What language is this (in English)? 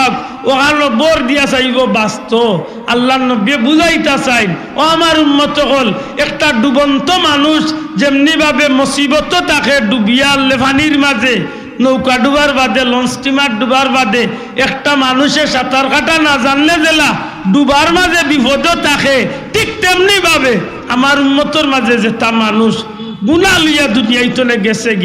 Sylheti